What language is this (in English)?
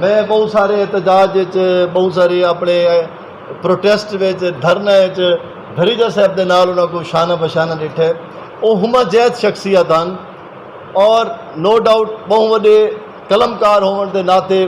Saraiki